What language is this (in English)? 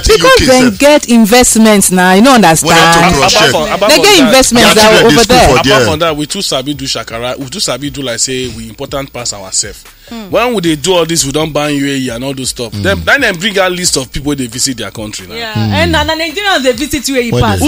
Nigerian Pidgin